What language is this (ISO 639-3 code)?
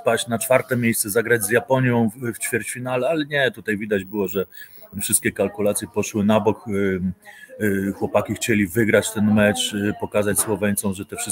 pol